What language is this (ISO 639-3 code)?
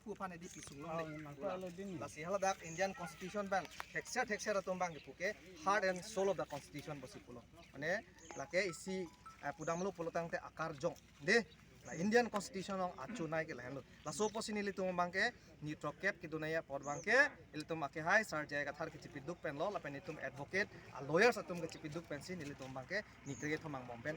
mjw